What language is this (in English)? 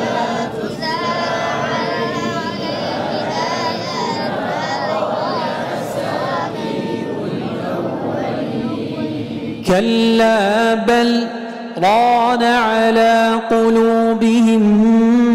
Arabic